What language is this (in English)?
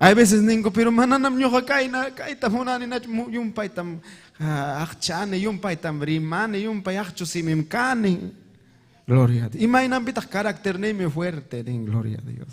Ayacucho Quechua